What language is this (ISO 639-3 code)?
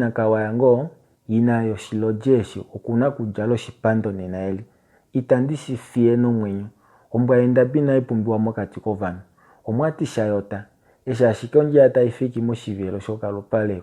kua